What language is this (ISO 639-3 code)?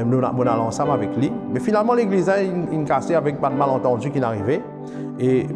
mfe